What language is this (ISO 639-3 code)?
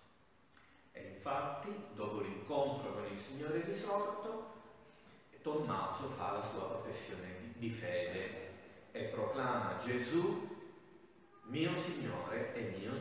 ita